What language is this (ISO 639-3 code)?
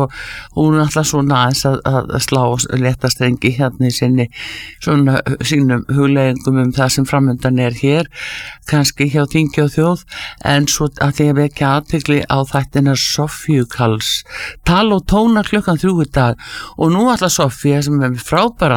isl